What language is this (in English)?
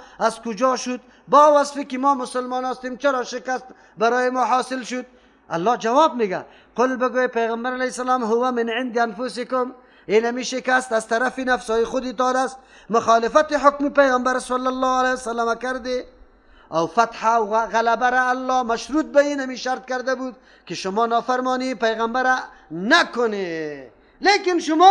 Persian